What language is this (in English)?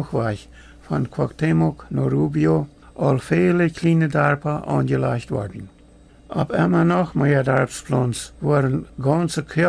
Plautdietsch